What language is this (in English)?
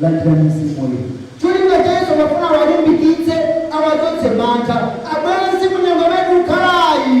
Nyanja